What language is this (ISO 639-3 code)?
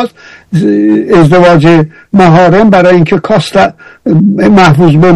fas